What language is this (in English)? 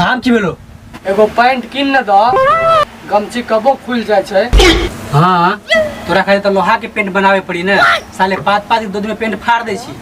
Maithili